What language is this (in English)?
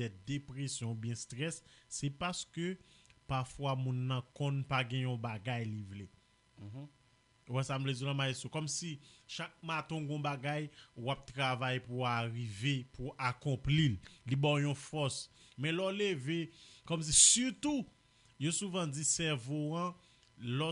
Haitian Creole